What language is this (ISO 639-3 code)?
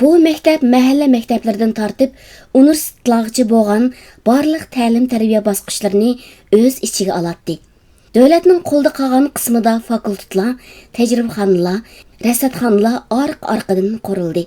uig